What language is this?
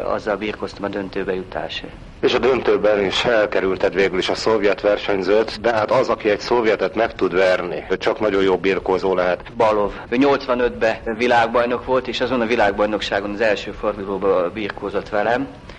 Hungarian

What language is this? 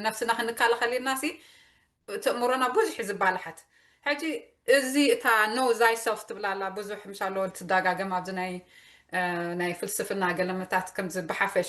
Tigrinya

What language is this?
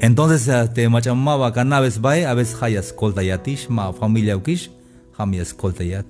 Tzeltal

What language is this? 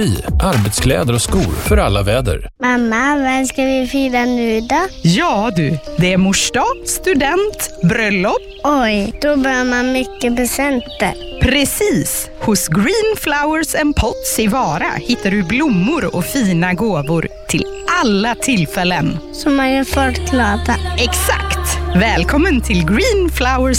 Swedish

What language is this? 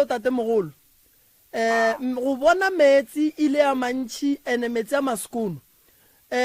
Northern Sotho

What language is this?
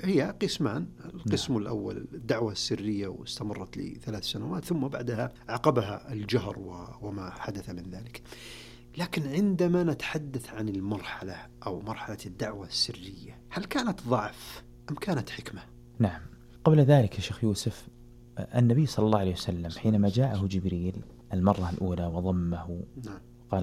Arabic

